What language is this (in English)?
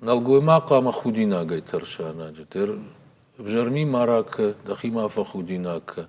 Ossetic